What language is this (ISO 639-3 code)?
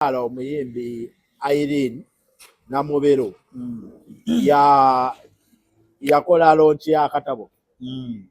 lug